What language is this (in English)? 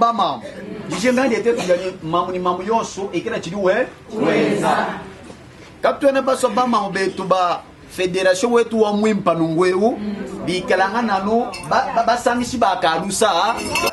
Luba-Lulua